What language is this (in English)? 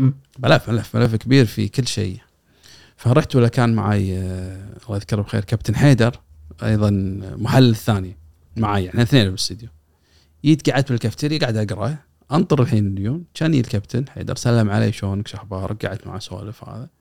Gulf Arabic